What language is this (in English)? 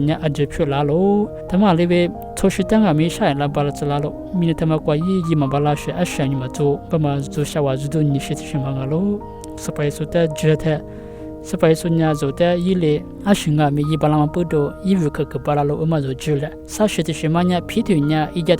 Lisu